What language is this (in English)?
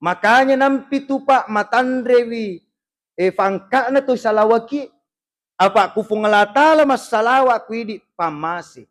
Buginese